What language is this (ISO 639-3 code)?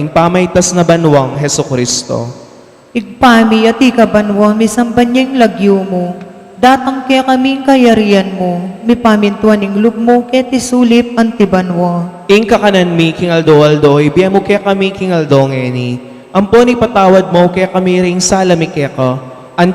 pam